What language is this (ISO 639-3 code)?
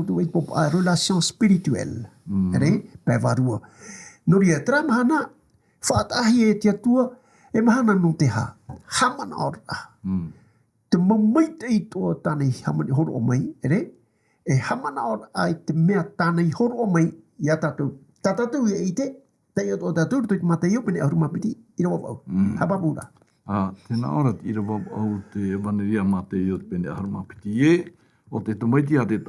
tah